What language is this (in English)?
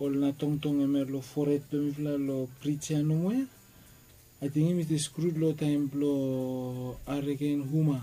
Bislama